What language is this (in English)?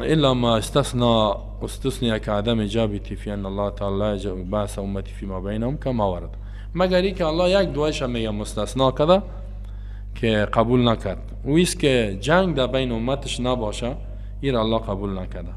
Persian